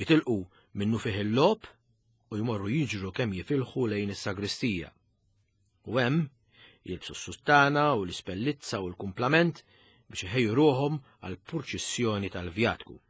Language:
Maltese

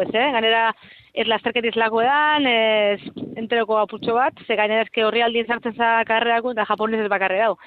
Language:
Basque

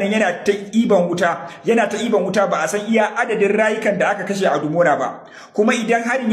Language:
Hausa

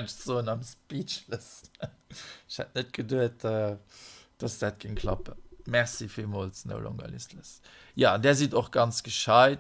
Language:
Luxembourgish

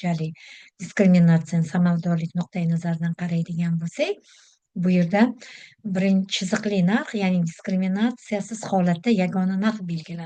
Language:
Uzbek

